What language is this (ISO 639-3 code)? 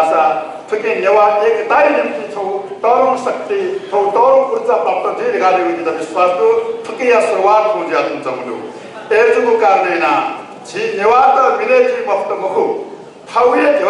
new